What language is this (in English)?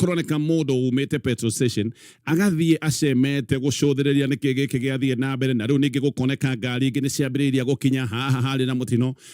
Kikuyu